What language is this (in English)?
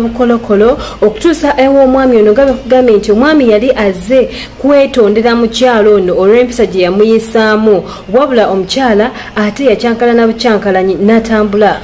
Ganda